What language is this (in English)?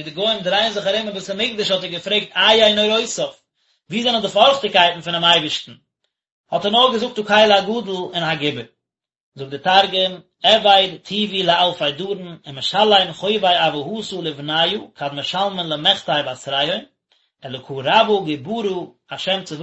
Yiddish